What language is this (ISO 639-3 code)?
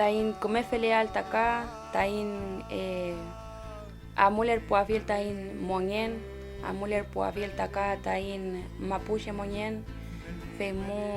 arn